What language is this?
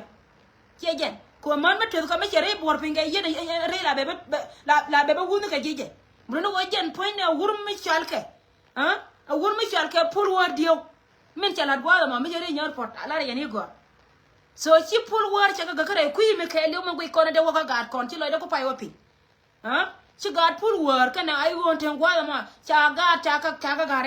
Nuer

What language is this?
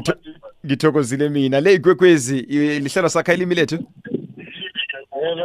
South Ndebele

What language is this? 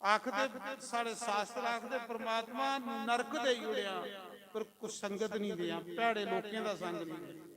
Dogri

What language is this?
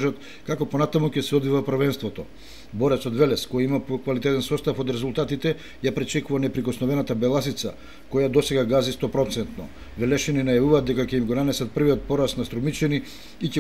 Macedonian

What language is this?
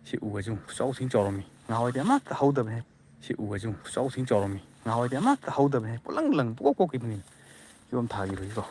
Manipuri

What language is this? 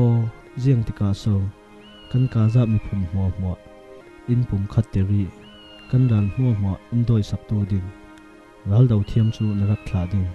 Falam Chin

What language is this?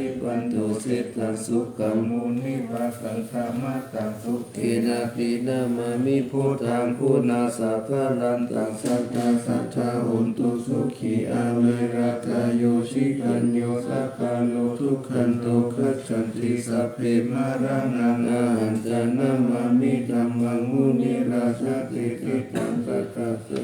Pali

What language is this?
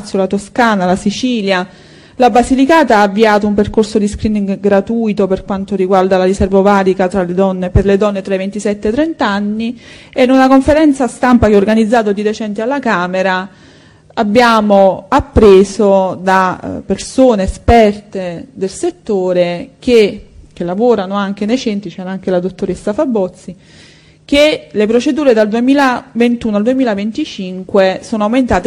Italian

